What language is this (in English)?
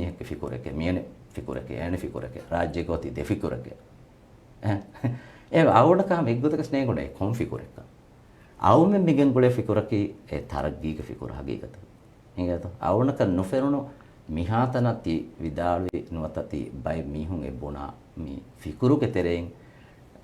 Divehi